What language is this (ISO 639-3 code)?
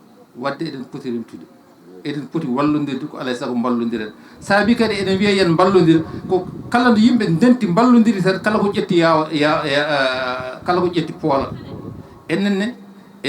ful